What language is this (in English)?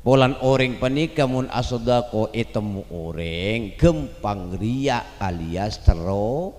Madurese